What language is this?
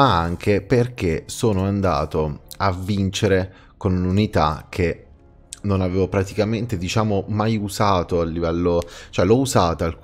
Italian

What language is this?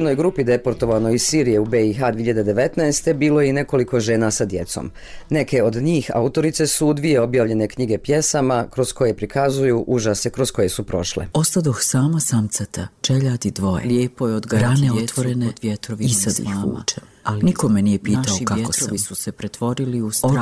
Bosnian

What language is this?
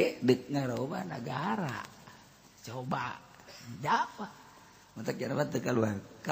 Sundanese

